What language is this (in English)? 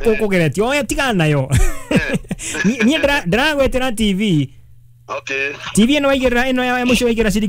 Kikuyu